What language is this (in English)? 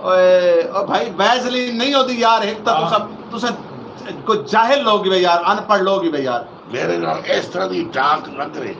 Saraiki